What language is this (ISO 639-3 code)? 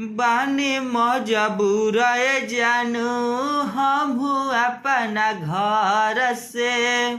bho